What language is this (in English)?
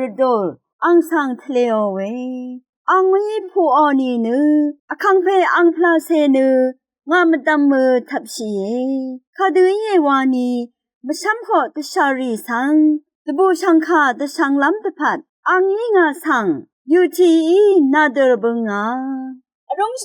Rawang